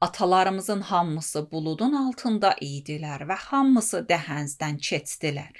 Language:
Azerbaijani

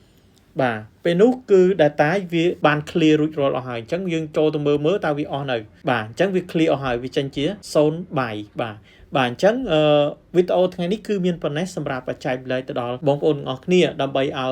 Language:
Khmer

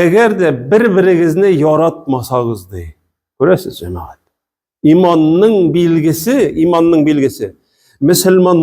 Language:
Tatar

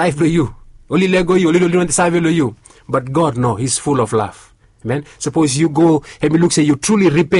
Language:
Bislama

